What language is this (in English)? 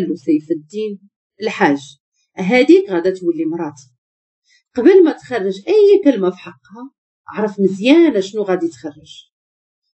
Moroccan Arabic